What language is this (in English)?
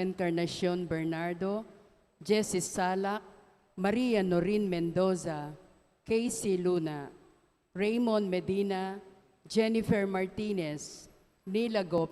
Pampanga